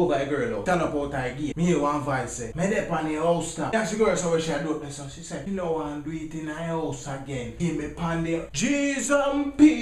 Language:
Jamaican Creole English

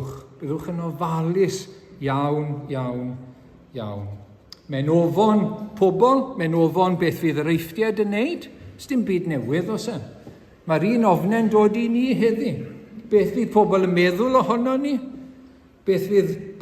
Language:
Welsh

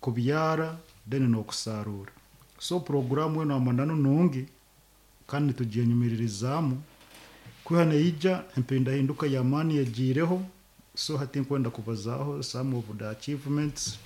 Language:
Nyoro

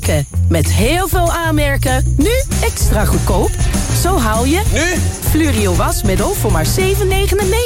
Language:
Dutch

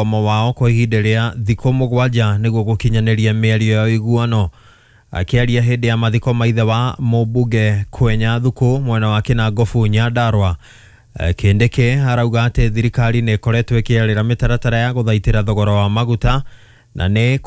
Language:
Kikuyu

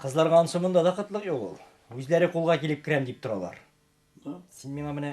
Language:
Tatar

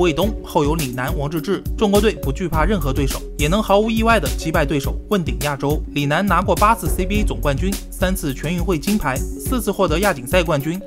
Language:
Chinese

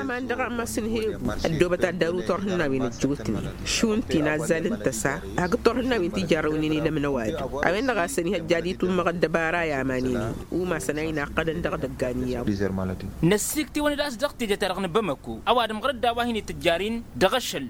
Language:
Tamasheq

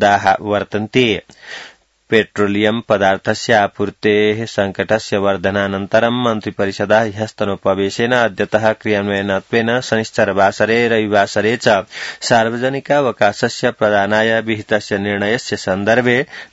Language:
Sanskrit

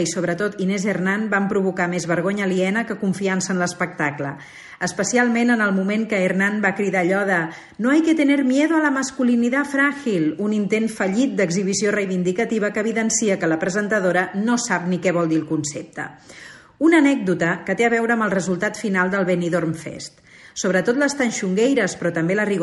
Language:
Catalan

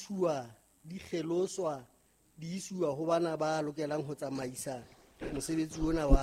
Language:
Southern Sotho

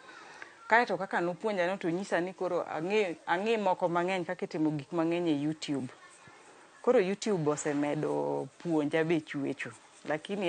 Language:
Luo (Kenya and Tanzania)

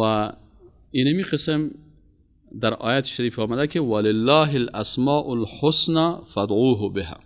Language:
Persian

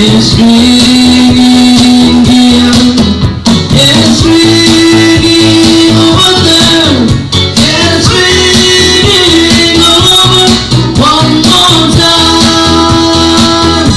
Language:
Marshallese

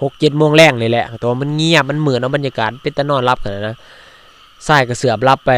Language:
Lao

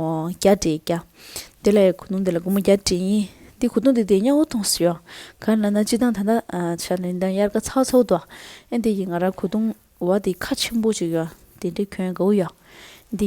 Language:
Tibetan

